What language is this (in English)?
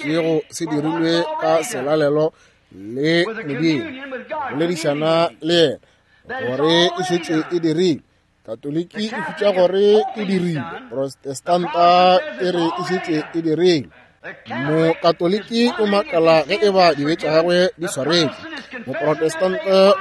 Northern Sotho